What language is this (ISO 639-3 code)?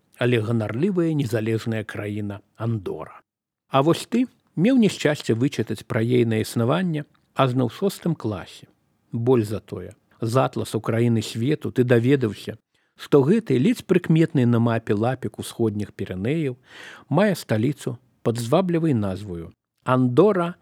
bel